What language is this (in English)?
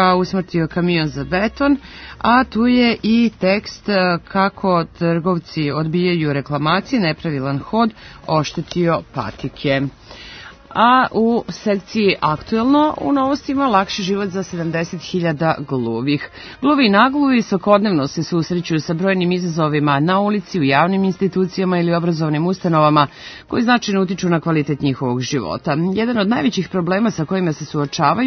Serbian